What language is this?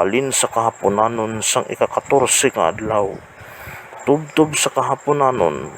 Hiligaynon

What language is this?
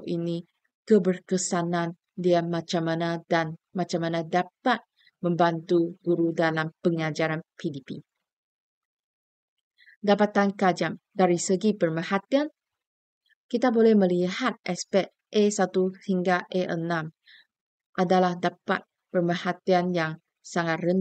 Malay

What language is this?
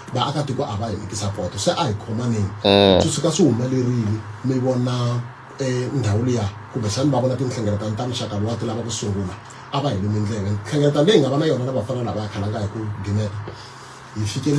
Tsonga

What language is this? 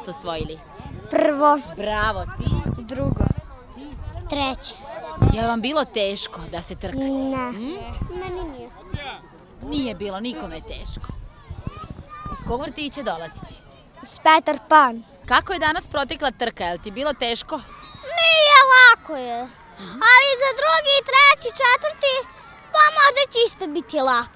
Serbian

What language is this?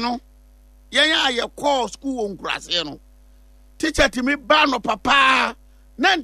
Akan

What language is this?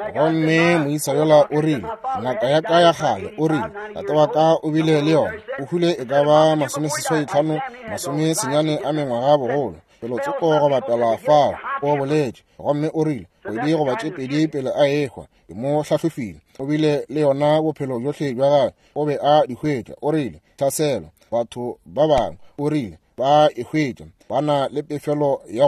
Northern Sotho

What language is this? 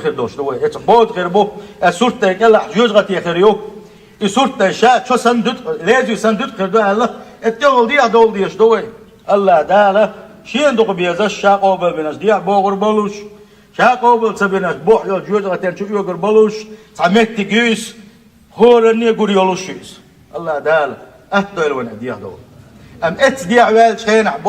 Chechen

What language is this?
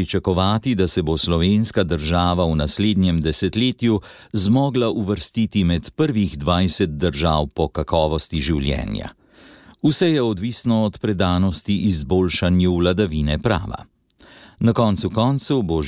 Slovenian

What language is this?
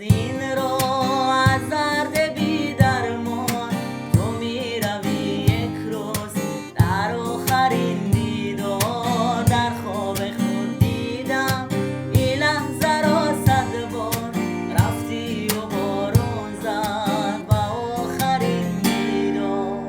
Tajik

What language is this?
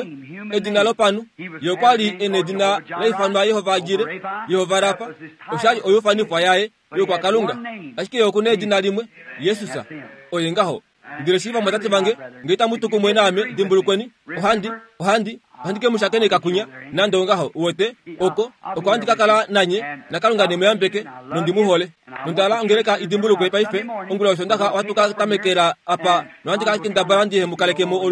Kuanyama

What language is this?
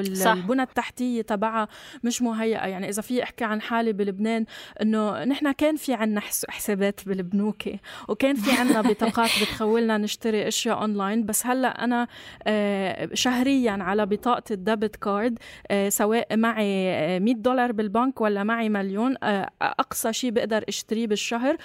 North Levantine Arabic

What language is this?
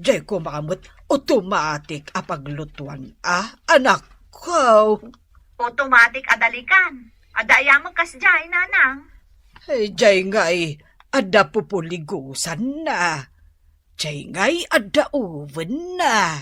Iloko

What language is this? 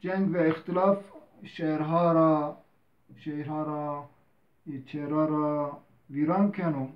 Zaza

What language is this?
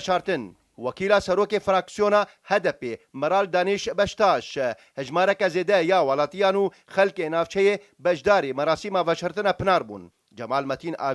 Kurdish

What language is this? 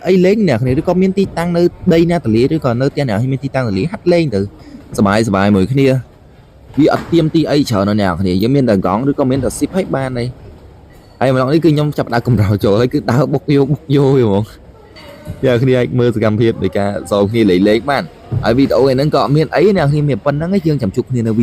Khmer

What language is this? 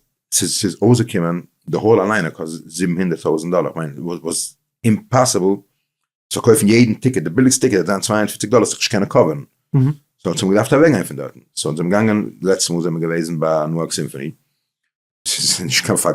Yiddish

